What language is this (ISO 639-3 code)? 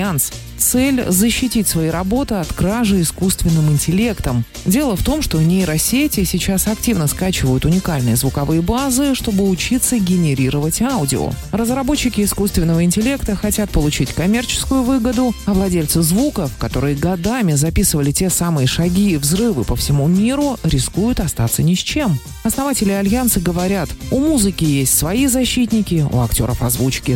rus